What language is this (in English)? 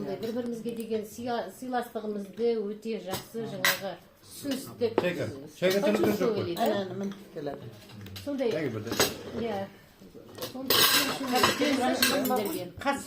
Kazakh